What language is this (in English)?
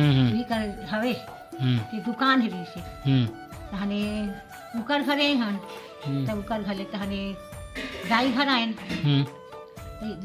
Chhattisgarhi